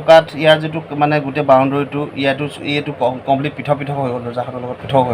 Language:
Assamese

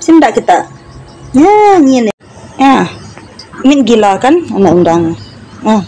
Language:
Iban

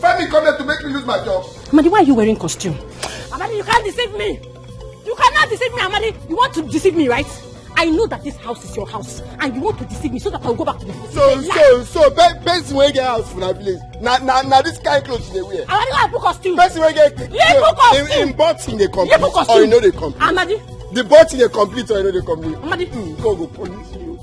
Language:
Nigerian Pidgin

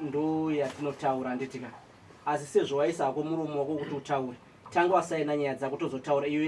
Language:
Shona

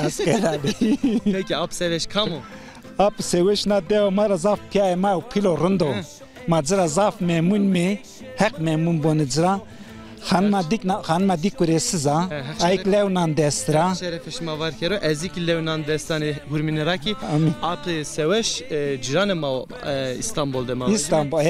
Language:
Zaza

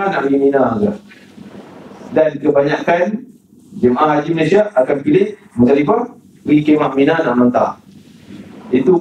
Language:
Malay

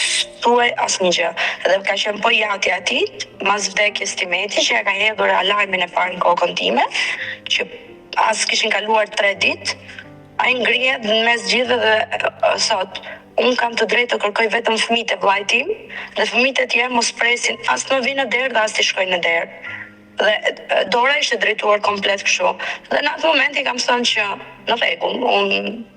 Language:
Albanian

